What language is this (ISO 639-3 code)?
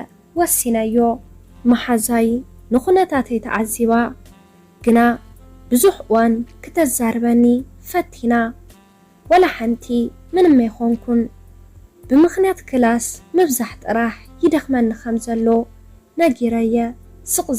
tir